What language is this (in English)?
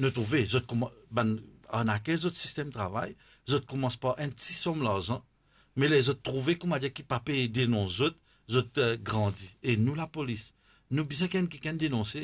Morisyen